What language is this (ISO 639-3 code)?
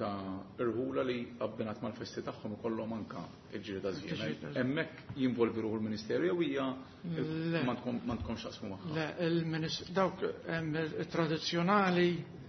mlt